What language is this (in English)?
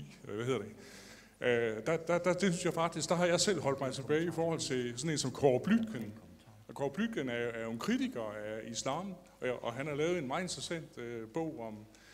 Danish